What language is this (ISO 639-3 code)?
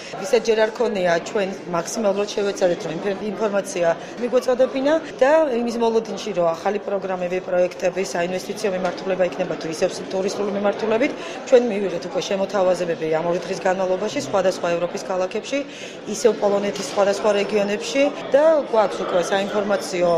kat